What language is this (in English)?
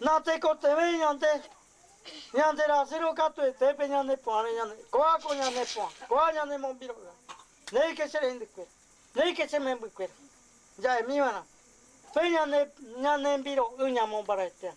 Guarani